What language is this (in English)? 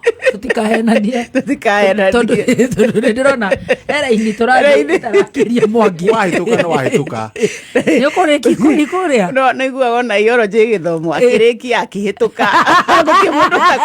Kikuyu